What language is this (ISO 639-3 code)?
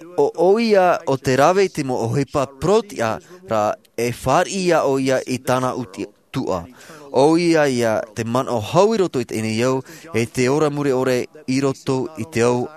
tah